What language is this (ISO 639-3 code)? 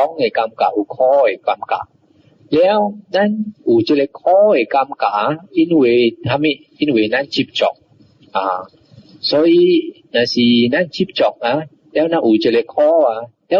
nan